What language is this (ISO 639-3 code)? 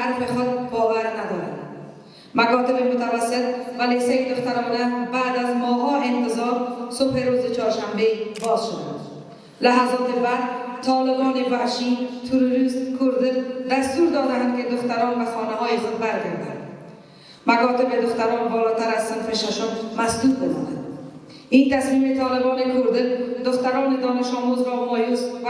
fas